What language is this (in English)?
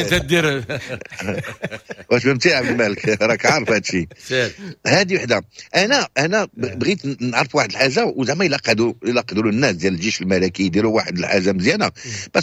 Moroccan Arabic